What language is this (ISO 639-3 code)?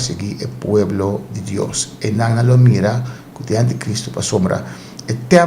pap